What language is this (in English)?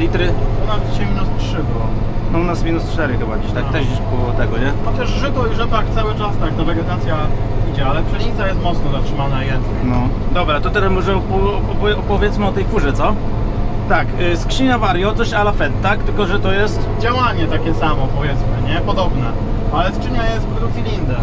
Polish